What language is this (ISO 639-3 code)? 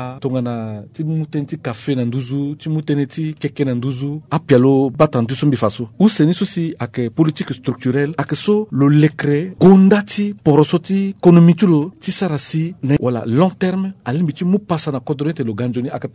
sag